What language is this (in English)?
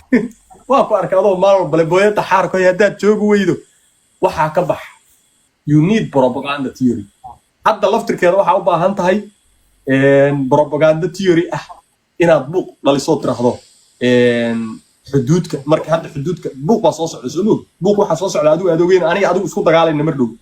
Somali